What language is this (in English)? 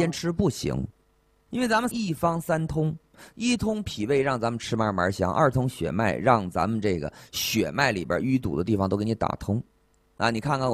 Chinese